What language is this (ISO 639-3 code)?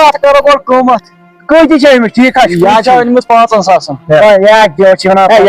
kas